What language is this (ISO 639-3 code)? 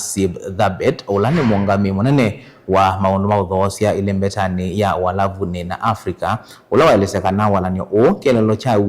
kam